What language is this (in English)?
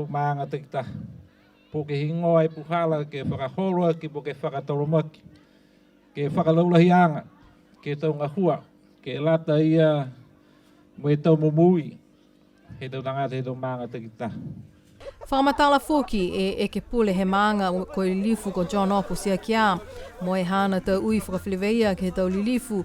Niuean